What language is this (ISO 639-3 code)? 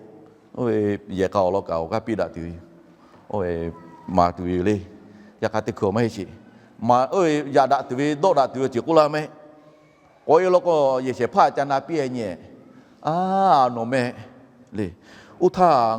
lhu